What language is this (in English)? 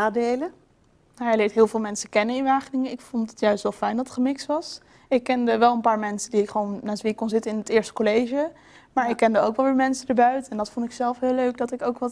Dutch